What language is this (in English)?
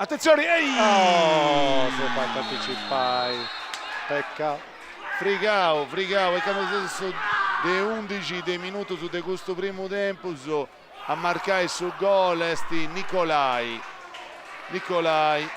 Sardinian